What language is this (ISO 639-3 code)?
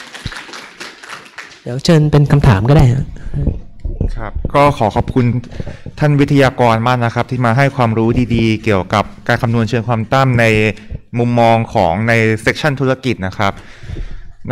tha